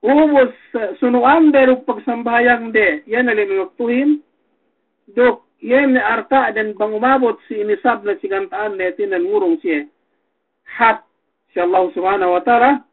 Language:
Yakan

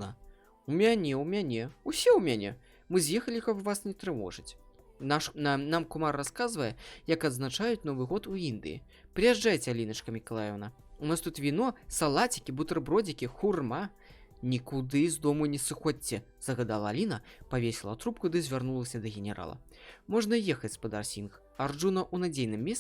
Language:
Belarusian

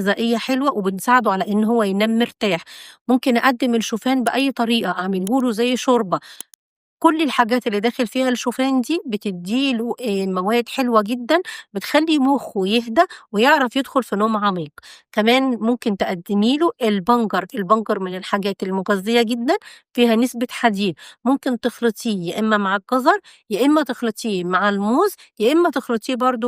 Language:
Egyptian Arabic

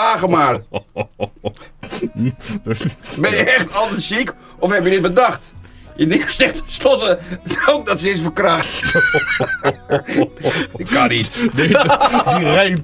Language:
Dutch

